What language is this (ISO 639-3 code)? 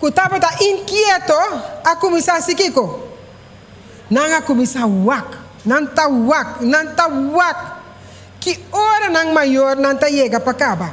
pap